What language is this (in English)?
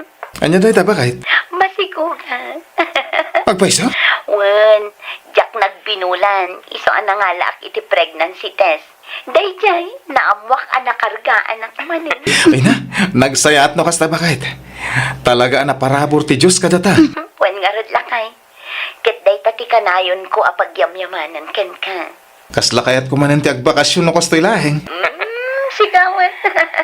Iloko